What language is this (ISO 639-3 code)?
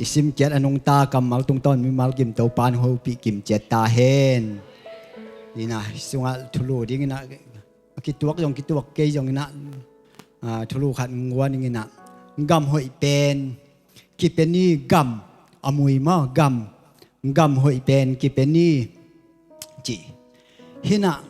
ctd